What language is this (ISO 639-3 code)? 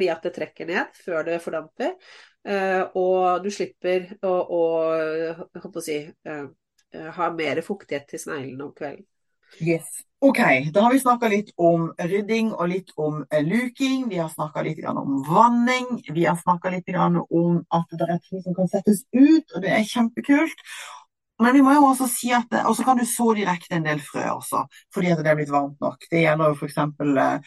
nor